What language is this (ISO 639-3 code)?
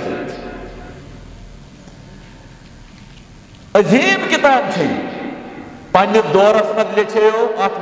kas